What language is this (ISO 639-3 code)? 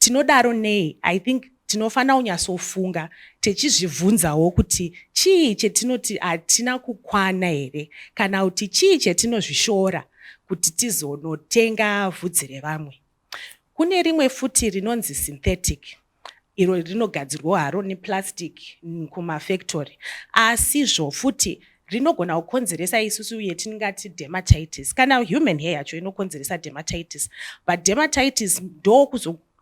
sna